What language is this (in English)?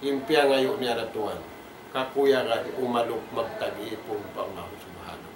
Tausug